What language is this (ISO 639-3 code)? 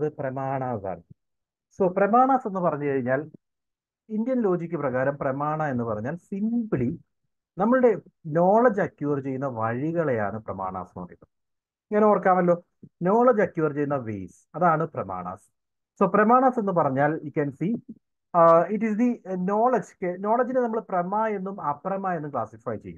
mal